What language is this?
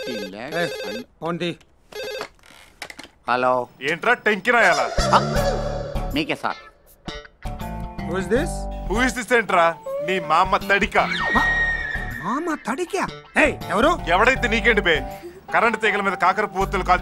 Telugu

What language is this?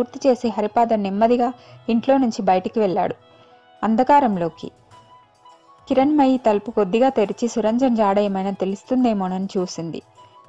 Telugu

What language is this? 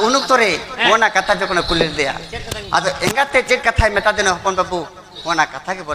Santali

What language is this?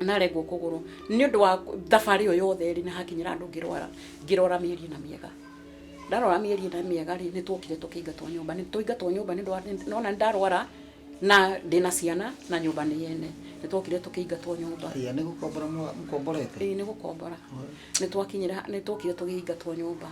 Kikuyu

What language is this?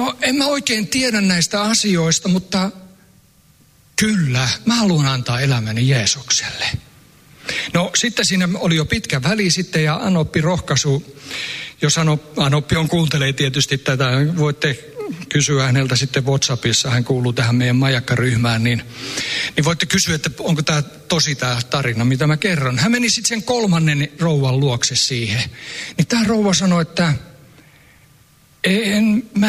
Finnish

